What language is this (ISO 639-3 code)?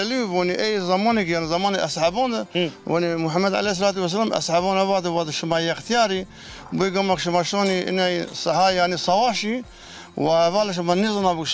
zza